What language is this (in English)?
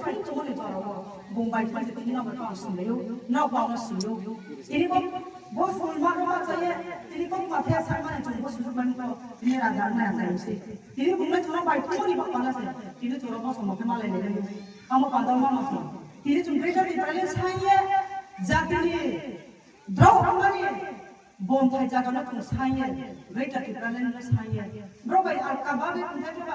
Kok Borok